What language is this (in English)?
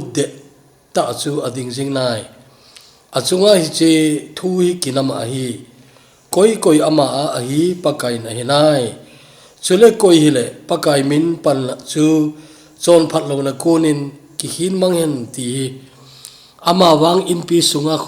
Thado Chin